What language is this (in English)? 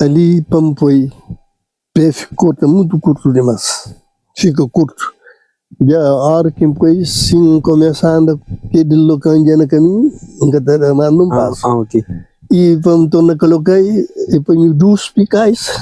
Kabuverdianu